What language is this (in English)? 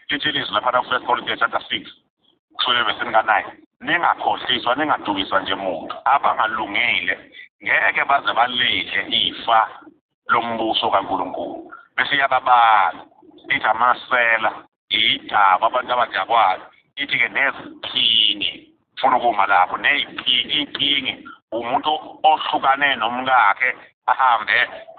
Zulu